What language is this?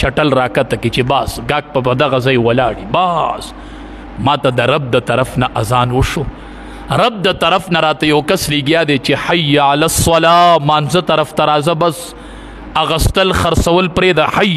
Pashto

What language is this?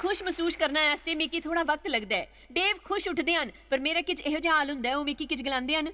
Dogri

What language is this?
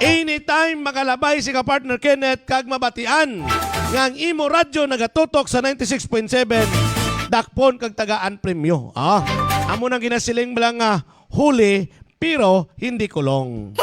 Hiligaynon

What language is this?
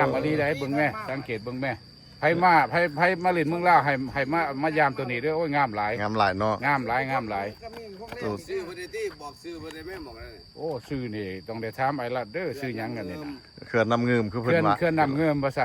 Lao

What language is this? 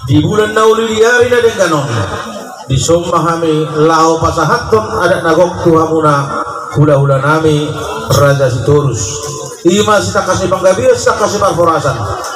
Batak Toba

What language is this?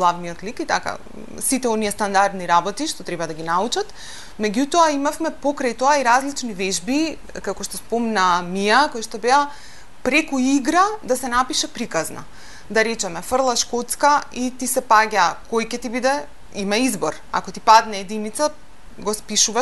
Macedonian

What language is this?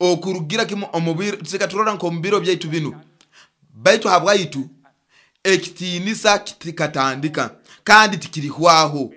Nyoro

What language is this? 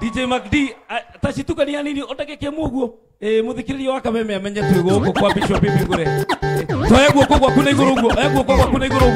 Kikuyu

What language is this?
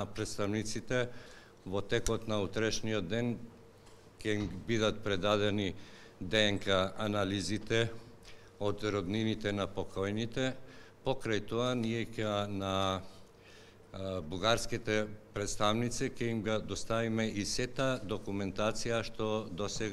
Macedonian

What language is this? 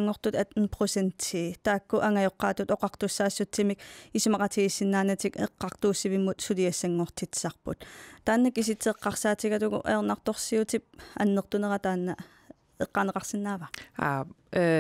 Kalaallisut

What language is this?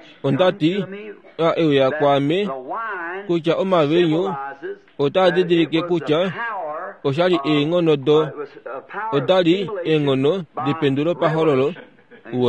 Kuanyama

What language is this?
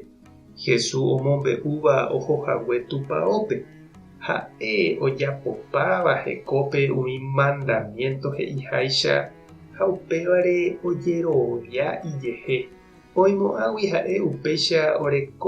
Guarani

